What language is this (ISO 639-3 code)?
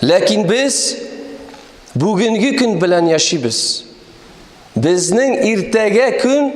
tat